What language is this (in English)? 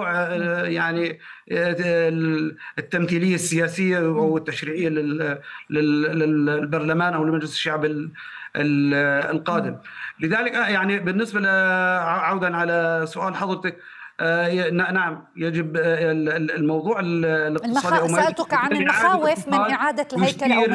Arabic